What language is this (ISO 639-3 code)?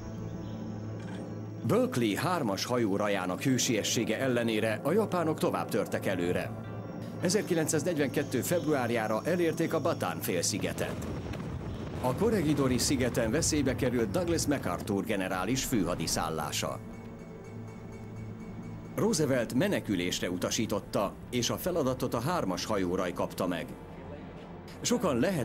hun